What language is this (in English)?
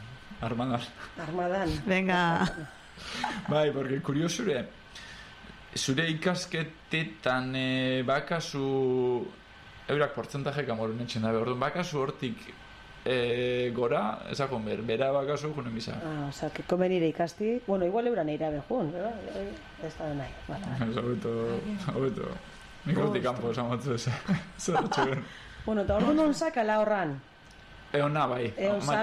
Basque